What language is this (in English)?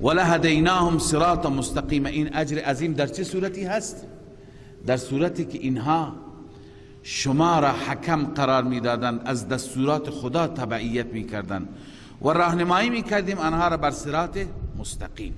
Persian